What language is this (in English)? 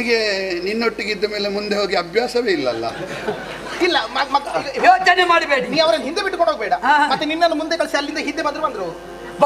Kannada